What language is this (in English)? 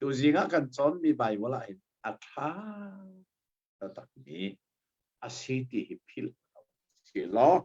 Hakha Chin